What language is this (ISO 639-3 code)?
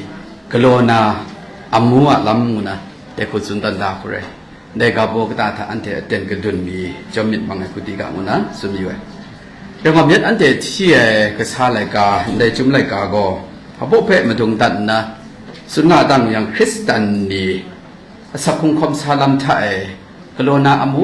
kac